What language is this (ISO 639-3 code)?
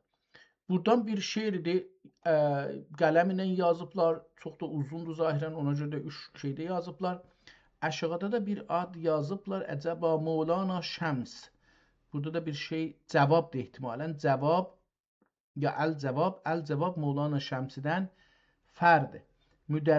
azb